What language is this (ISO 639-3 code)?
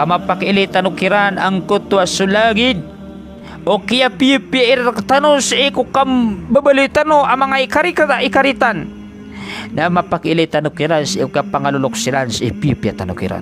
mrw